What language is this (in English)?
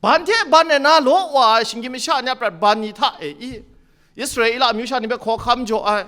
Kachin